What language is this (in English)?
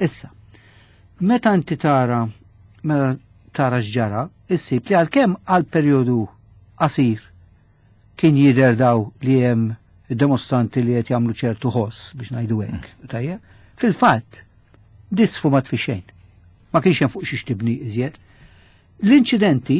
Maltese